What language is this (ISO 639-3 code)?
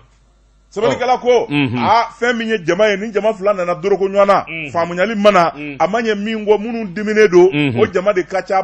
bam